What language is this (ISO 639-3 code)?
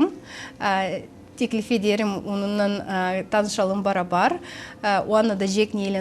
gag